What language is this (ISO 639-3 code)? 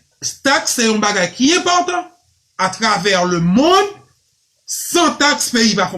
hat